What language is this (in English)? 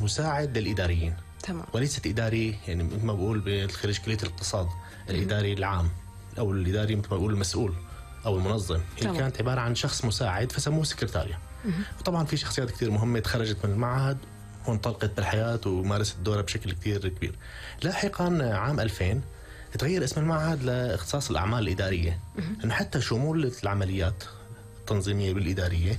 North Levantine Arabic